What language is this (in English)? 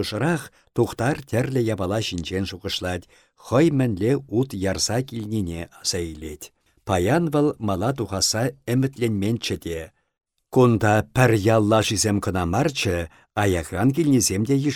Chuvash